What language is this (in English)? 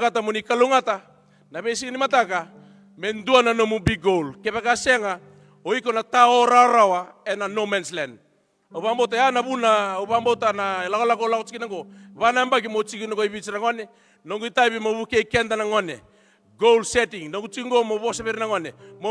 Fijian